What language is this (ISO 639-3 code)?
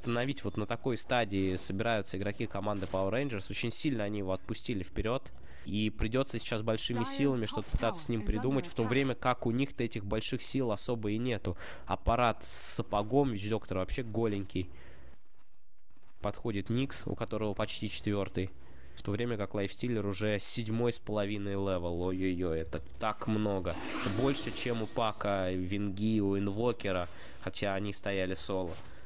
rus